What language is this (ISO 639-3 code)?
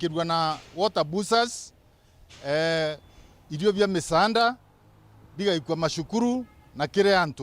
mer